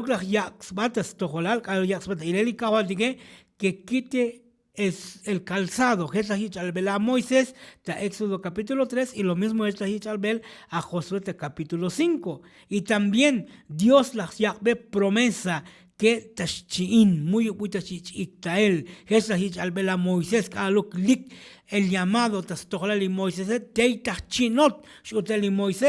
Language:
Tzotzil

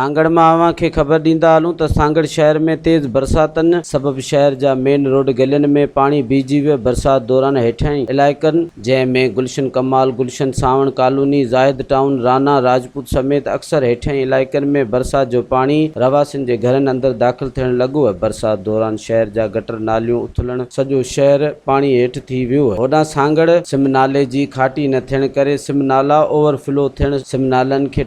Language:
Sindhi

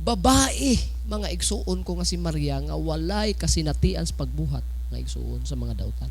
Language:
Cebuano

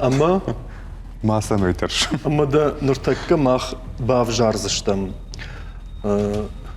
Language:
Ossetic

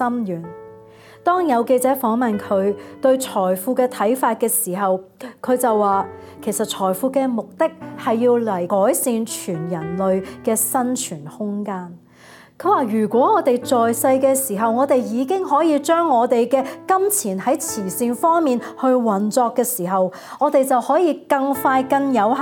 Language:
Cantonese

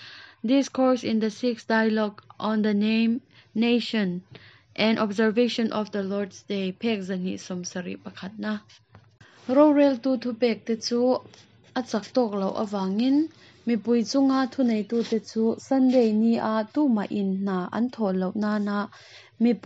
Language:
Mizo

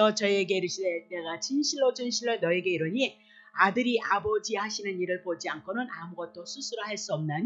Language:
Korean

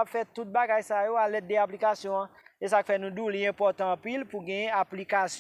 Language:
Haitian Creole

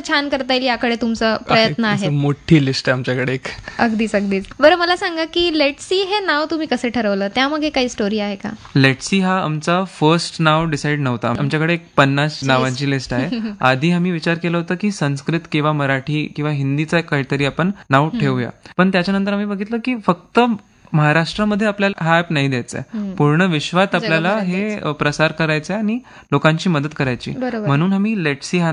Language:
Marathi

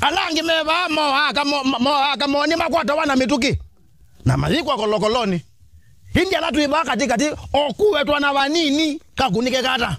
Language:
Kamba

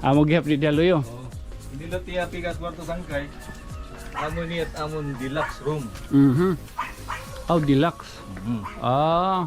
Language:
Waray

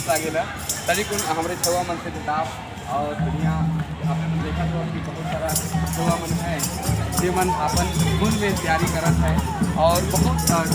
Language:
Sadri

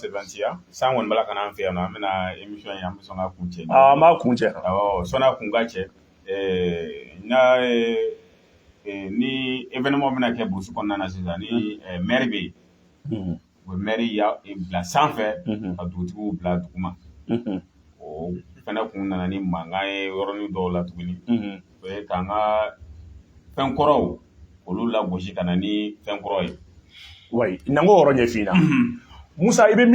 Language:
Bambara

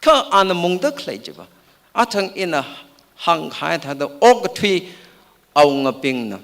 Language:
Tangkhul Naga (India)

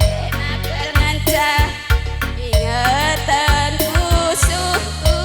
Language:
Batak Karo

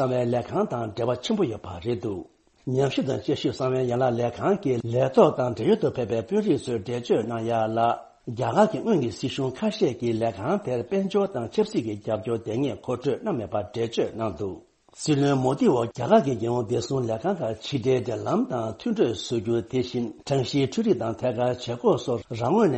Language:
Tibetan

